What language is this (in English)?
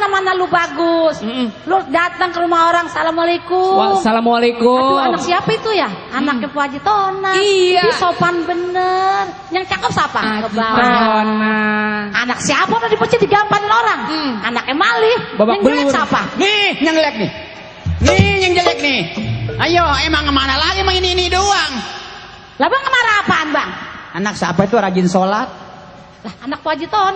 Betawi